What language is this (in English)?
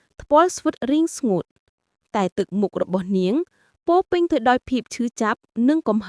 Khmer